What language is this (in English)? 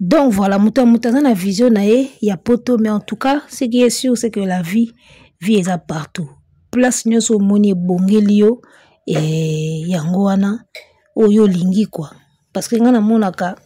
Lingala